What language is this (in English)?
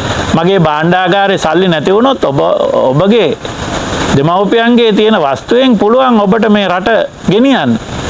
Sinhala